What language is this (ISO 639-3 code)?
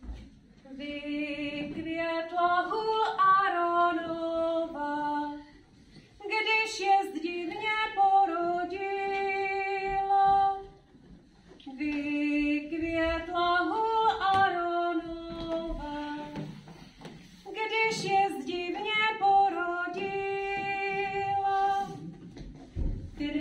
ces